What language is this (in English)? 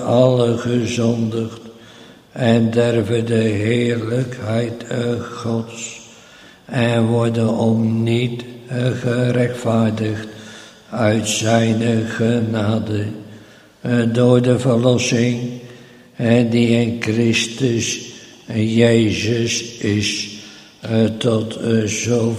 Dutch